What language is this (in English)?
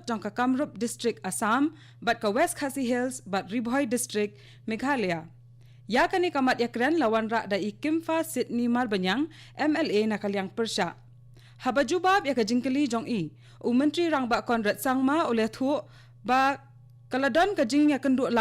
Khasi